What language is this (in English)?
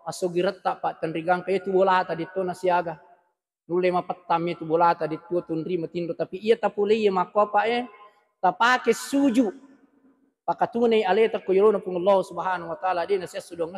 Buginese